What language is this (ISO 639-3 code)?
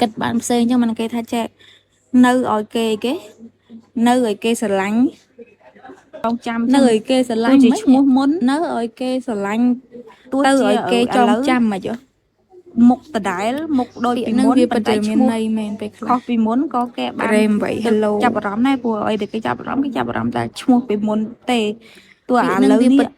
khm